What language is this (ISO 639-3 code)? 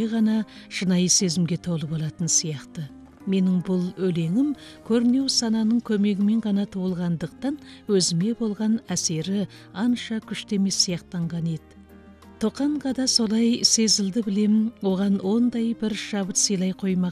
kaz